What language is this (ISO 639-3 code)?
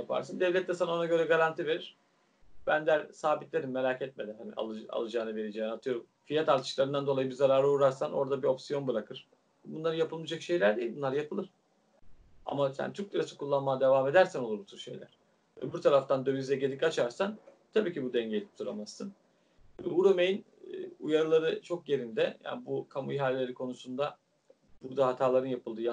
tur